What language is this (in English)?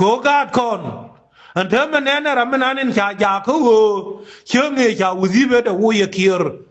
Nuer